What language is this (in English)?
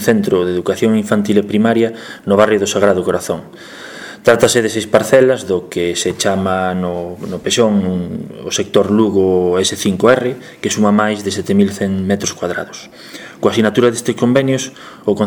Galician